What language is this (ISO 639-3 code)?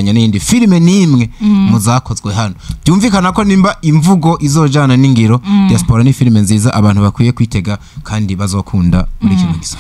run